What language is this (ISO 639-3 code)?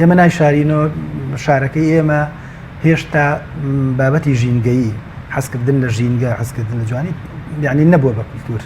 ckb